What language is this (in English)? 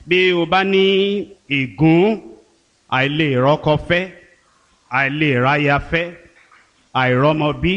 Yoruba